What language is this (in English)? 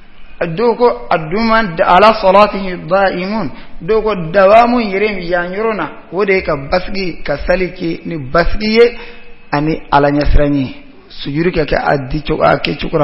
Bambara